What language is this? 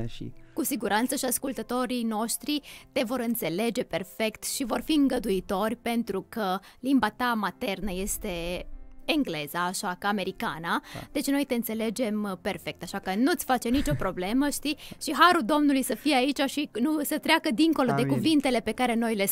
Romanian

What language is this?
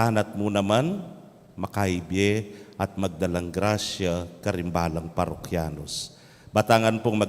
Pampanga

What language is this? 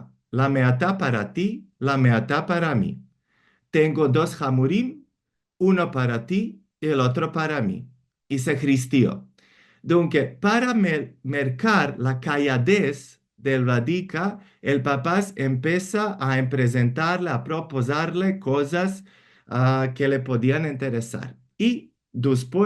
Ladino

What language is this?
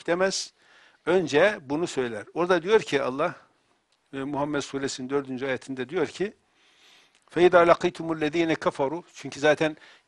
Turkish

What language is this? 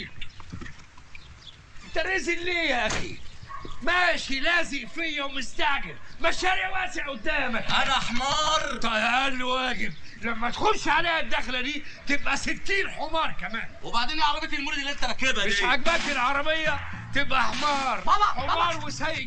Egyptian Arabic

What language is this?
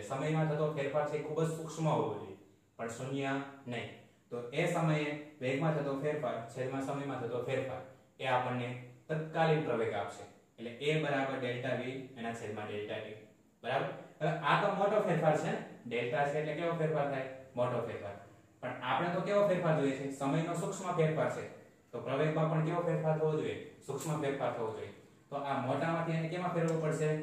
Gujarati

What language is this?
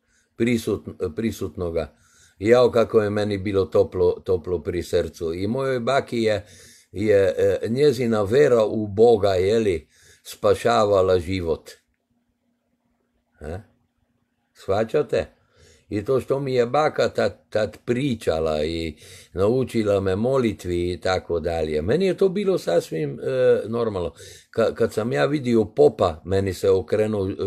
Croatian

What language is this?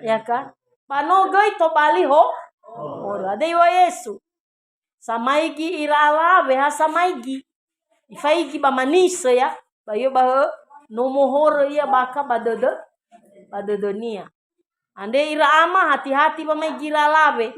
Nias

